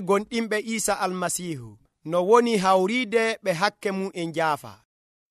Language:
Nigerian Fulfulde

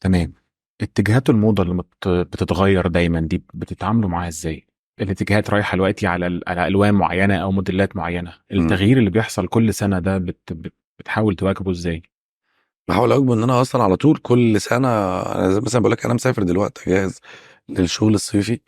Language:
Egyptian Arabic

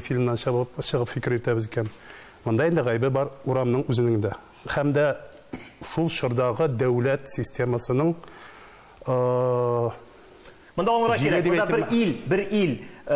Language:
Tatar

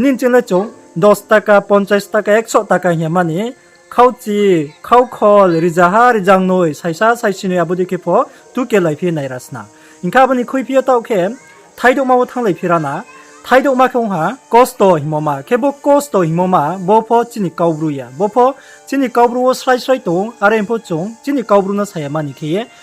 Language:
Riang (India)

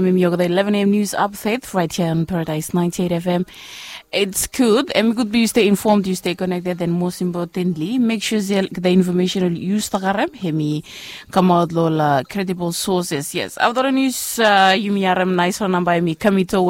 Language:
Bislama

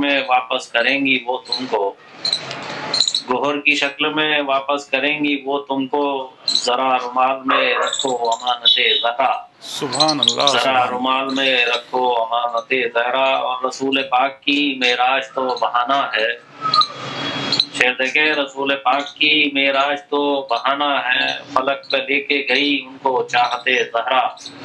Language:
Urdu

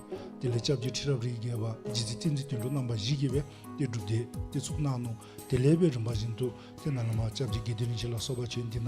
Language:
Dzongkha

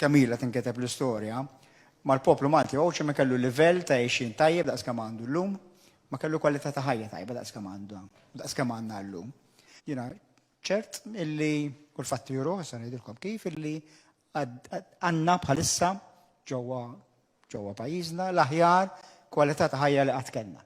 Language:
Maltese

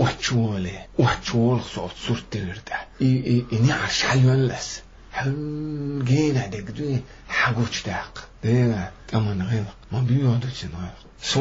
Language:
Chechen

